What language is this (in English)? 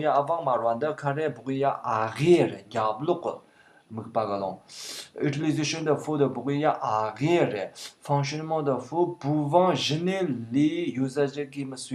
Tibetan